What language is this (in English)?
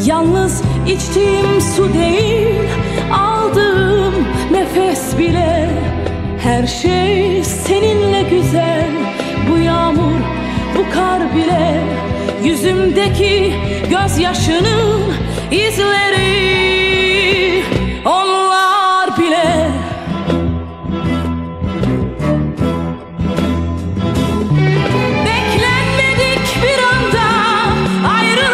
Turkish